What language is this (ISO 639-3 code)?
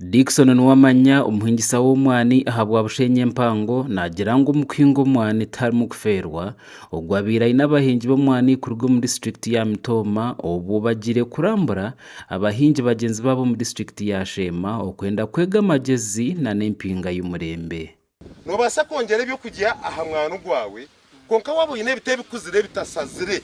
nyn